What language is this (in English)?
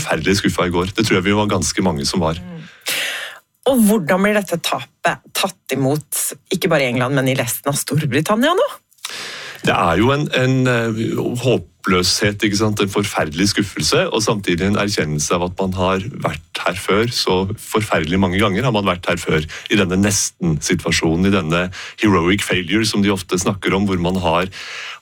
Norwegian